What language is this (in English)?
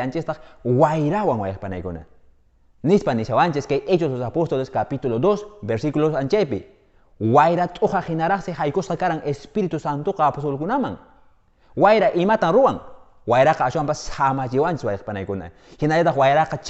Quechua